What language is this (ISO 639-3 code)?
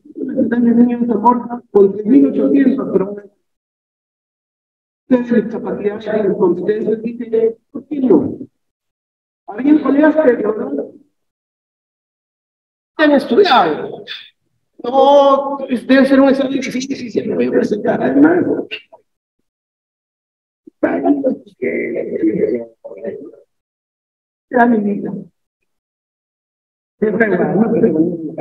spa